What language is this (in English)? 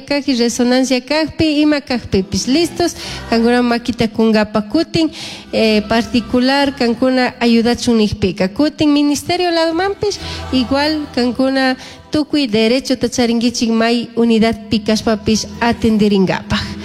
Chimborazo Highland Quichua